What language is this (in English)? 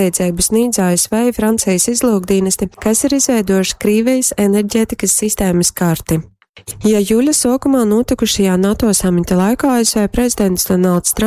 Latgalian